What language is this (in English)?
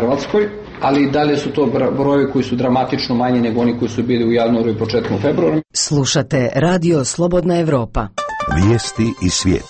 Serbian